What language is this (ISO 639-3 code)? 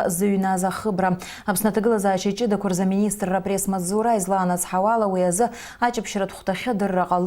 abk